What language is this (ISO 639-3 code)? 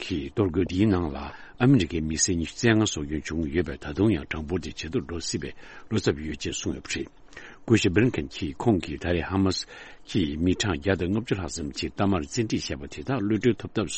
bod